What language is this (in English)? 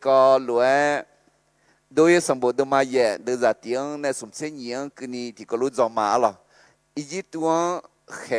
Akha